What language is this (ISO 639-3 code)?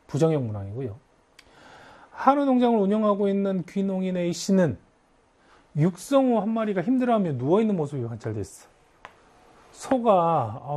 kor